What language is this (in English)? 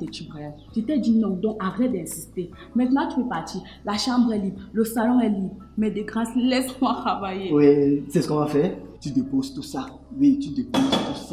French